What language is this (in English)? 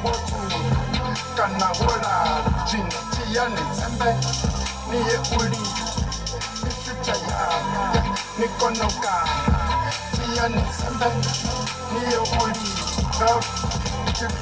Venda